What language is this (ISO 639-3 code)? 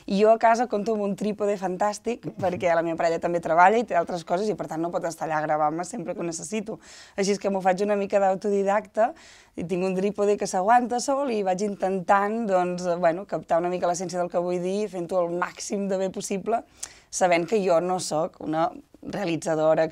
cat